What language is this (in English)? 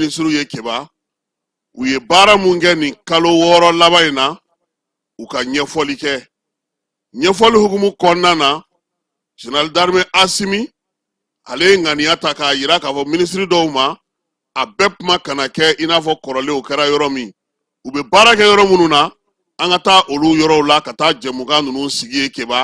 Bambara